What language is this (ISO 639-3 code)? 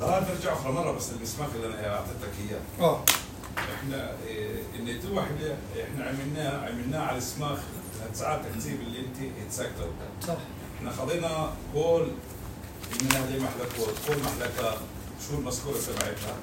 apc